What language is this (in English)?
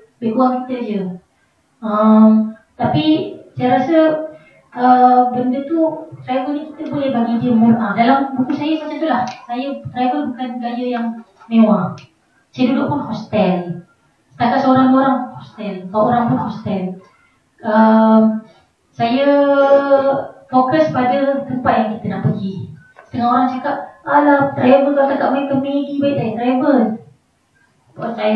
Malay